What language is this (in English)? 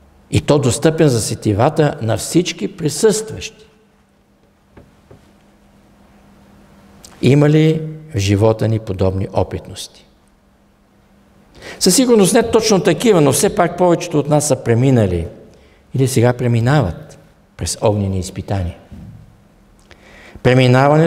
Bulgarian